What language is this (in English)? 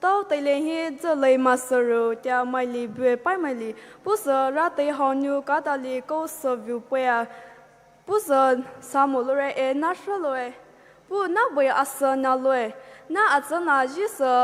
Poumei Naga